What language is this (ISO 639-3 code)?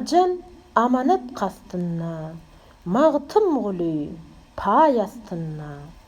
tuk